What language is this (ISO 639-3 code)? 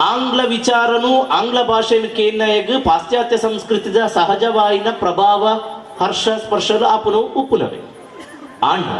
tcy